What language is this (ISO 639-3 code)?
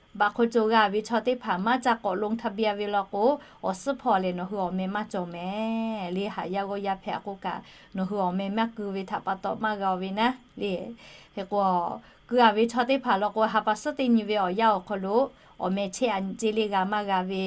lhu